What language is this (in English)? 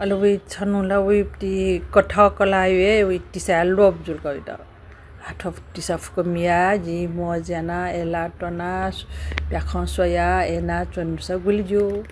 Newari